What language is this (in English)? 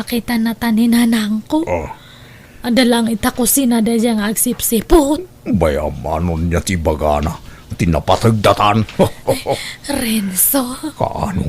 Iloko